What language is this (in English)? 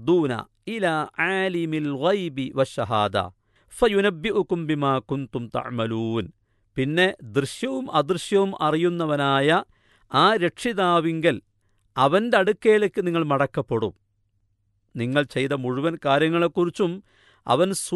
Malayalam